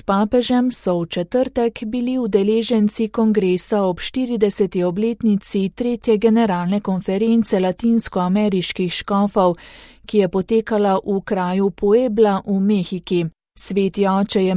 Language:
Slovenian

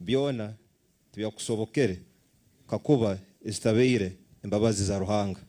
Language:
Nyankole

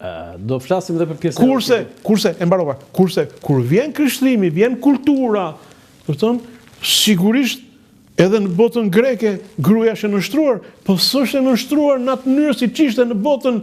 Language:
Albanian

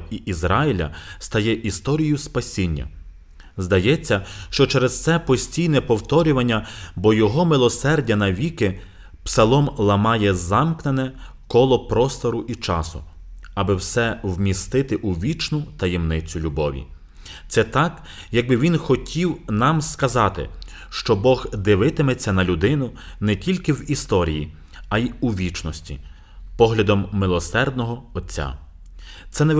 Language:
Ukrainian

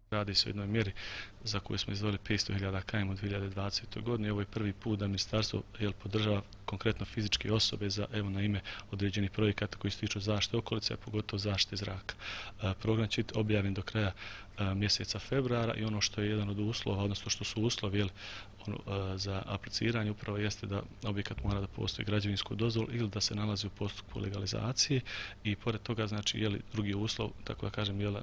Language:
Bosnian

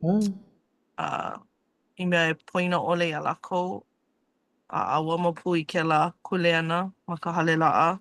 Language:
Hawaiian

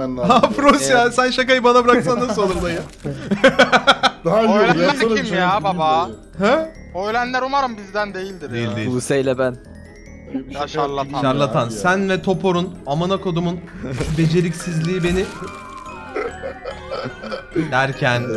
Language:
Turkish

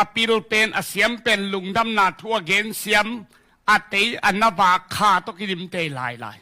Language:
Tedim Chin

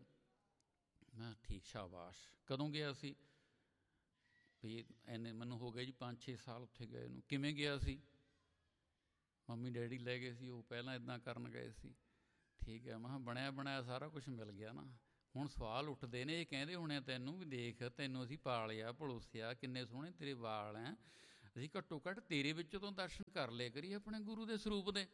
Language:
Punjabi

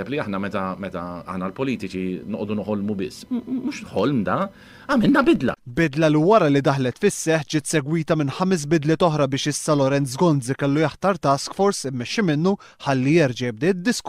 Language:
Maltese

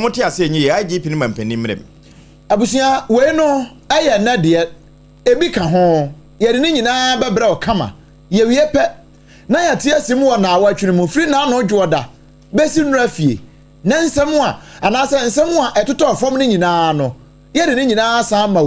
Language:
Akan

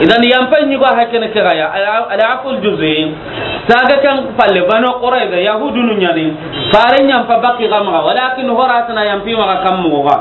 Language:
Soninke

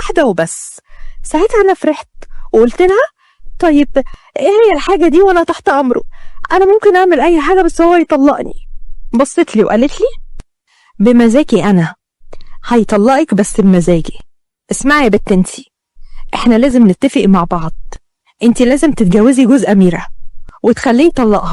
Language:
Egyptian Arabic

